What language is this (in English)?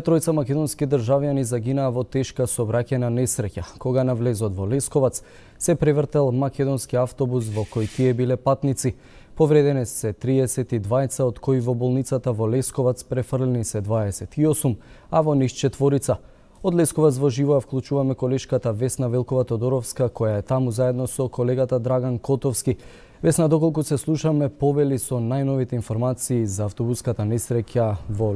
Macedonian